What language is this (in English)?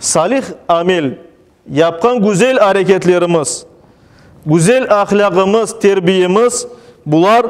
Crimean Tatar